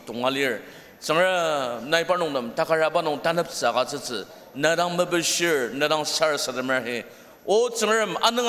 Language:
Ao Naga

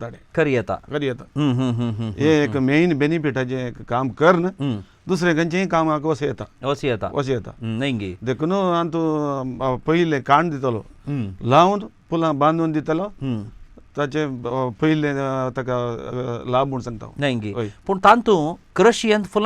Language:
Konkani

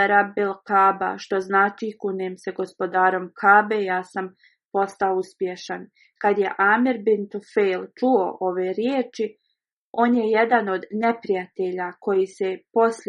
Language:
Bosnian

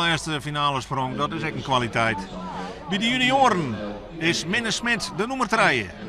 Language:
Western Frisian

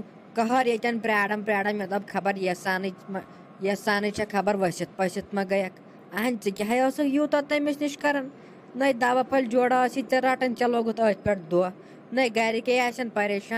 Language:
Kashmiri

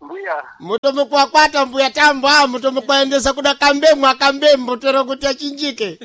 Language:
Sena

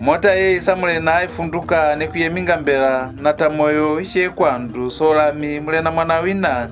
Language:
Lozi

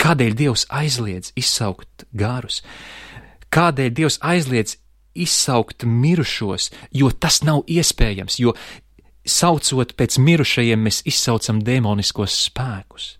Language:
Latvian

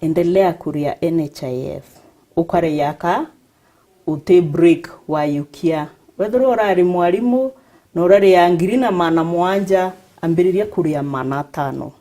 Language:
Meru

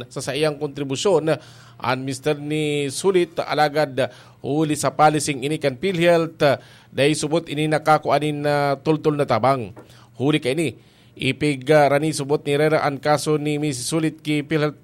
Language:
Bikol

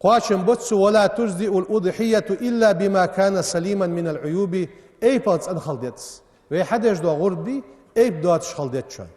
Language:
Ingush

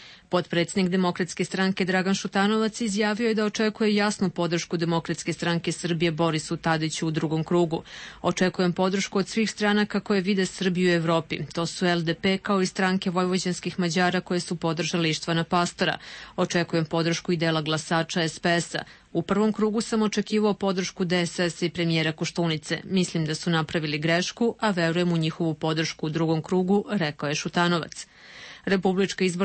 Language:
Serbian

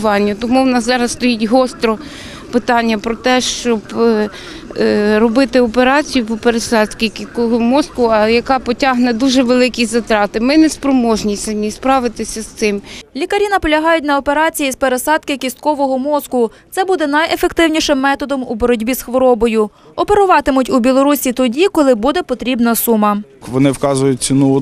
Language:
Ukrainian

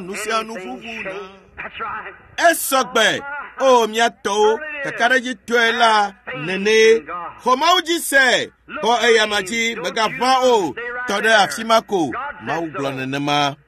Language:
Ewe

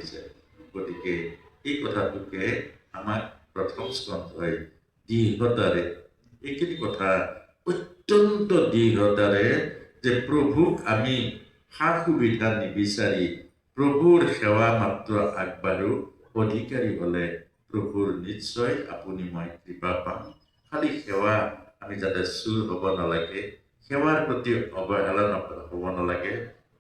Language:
Assamese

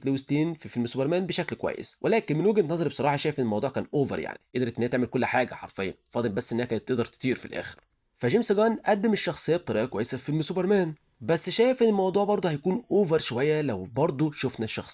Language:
Egyptian Arabic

